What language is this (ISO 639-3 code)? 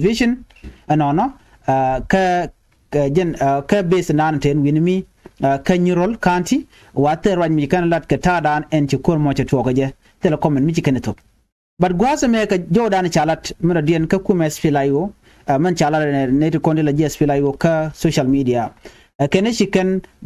nus